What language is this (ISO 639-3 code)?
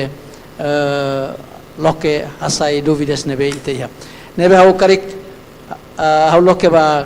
tet